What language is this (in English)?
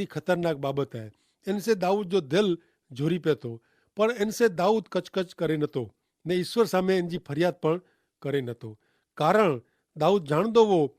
Kachhi